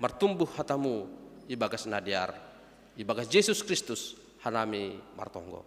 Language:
Batak Simalungun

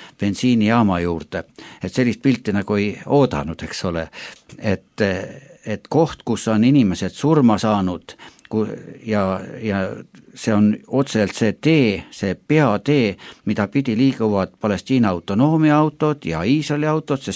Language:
Estonian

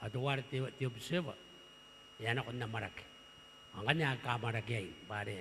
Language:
Gilbertese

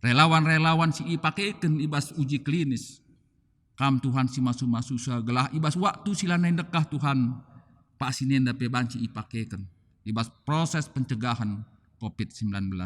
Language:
Batak Karo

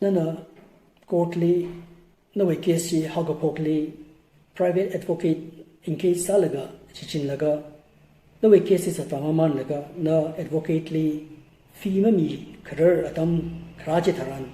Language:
Tangkhul Naga (India)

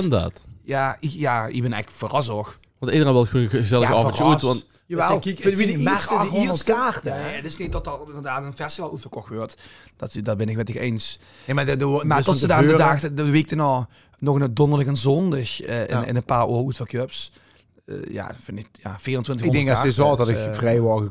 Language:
Limburgish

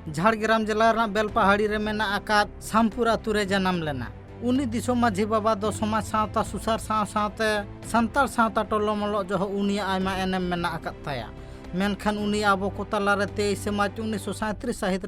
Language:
Santali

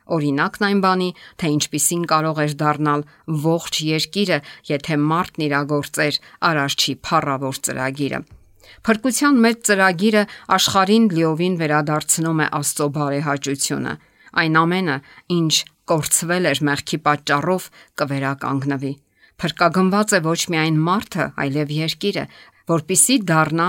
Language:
Armenian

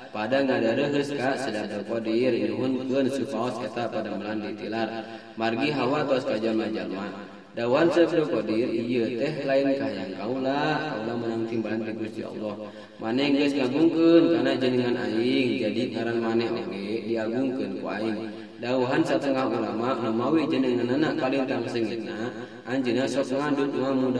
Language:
Sundanese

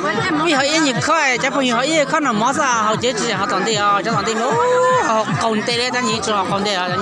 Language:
Hmong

